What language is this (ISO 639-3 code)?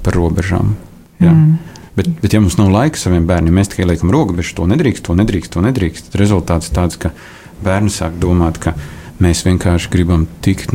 lav